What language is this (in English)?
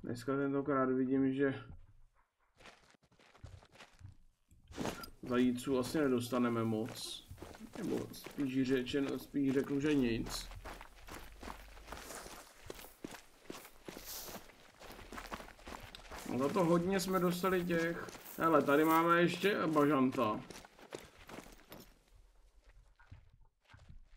Czech